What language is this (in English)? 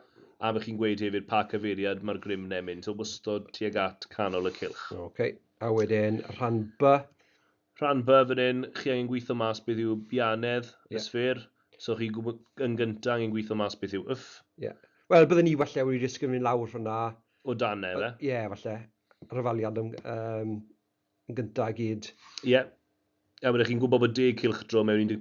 Welsh